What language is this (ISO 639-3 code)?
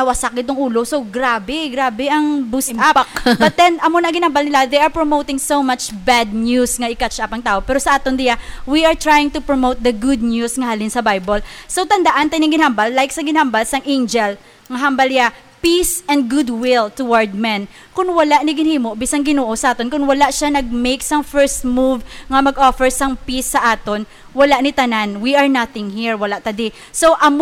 hil